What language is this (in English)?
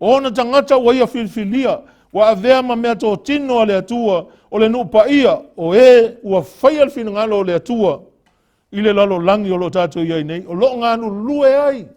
Samoan